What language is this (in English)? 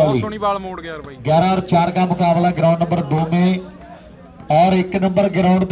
Hindi